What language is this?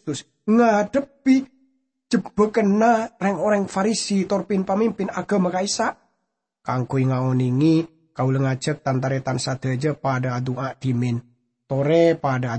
Madurese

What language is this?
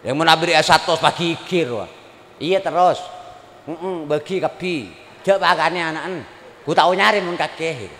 Madurese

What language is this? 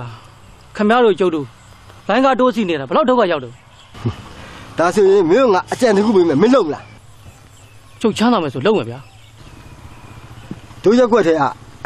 Burmese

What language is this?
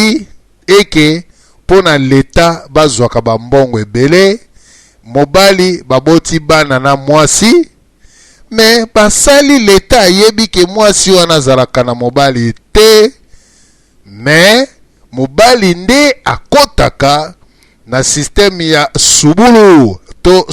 Lingala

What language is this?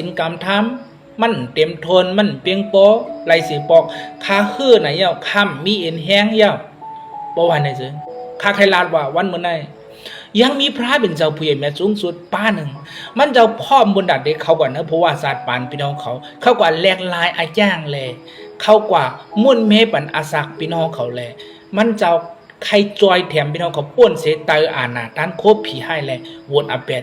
Shan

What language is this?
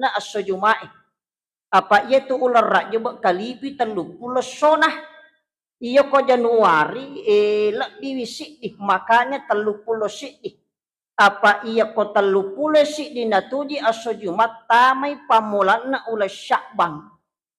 Buginese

